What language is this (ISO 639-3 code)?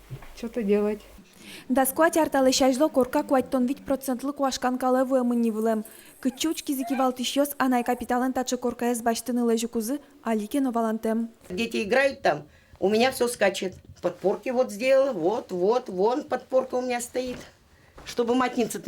udm